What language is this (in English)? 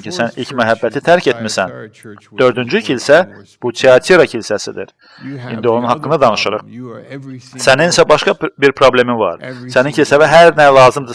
Azerbaijani